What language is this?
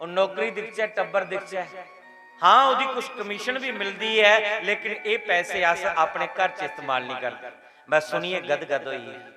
Dogri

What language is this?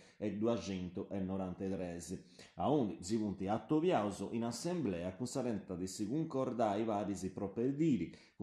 Sardinian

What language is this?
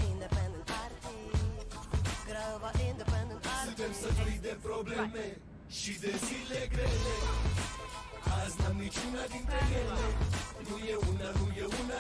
Romanian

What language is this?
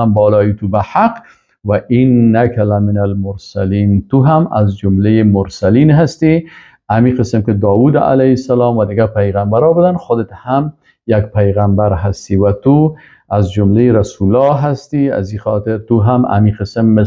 Persian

